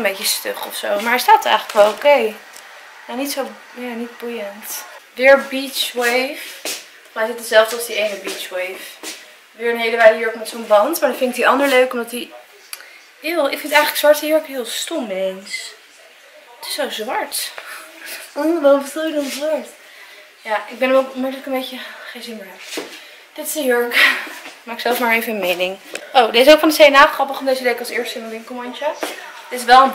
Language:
Dutch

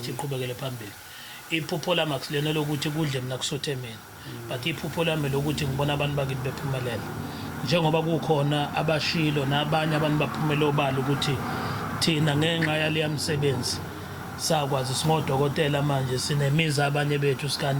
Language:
Zulu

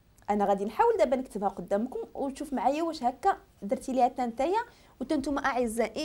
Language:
Moroccan Arabic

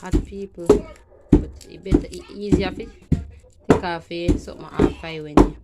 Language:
Jamaican Creole English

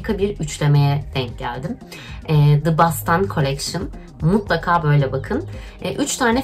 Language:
Turkish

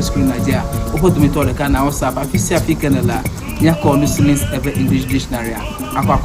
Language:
Ewe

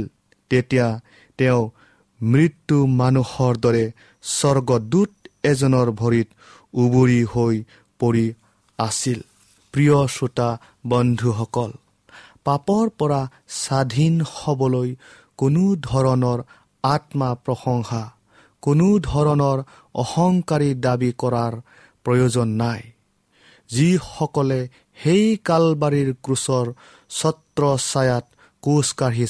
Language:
Assamese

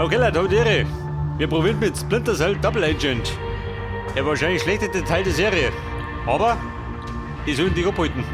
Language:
Bavarian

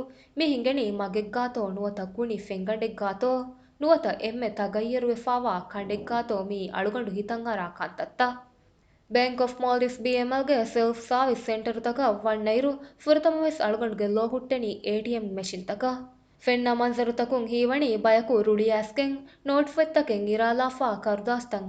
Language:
Divehi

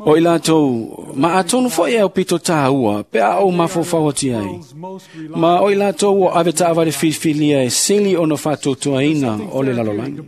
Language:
Samoan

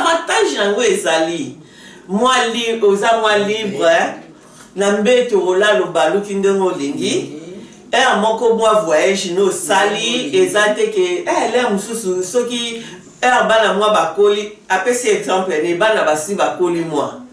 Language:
Lingala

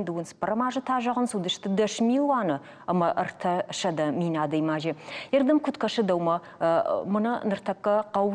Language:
Ossetic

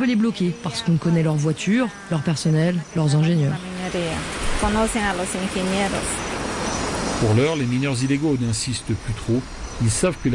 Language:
French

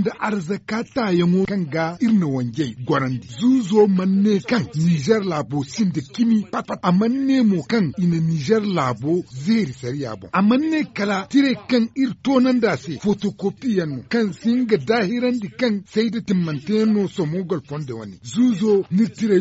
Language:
Zarma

